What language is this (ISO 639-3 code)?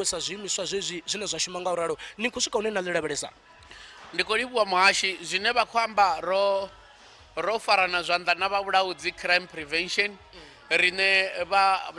ven